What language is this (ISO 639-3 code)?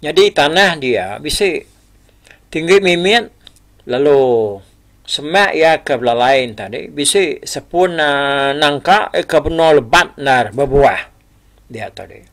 iba